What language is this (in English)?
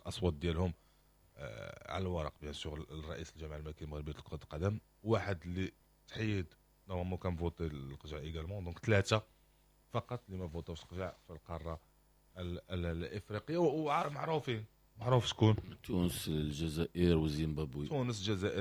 Moroccan Arabic